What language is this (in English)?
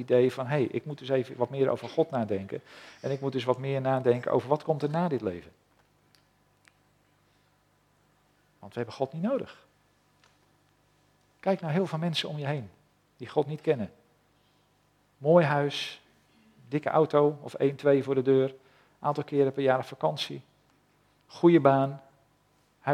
Dutch